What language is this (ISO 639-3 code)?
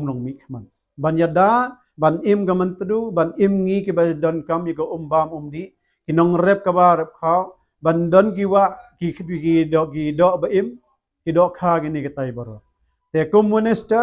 kha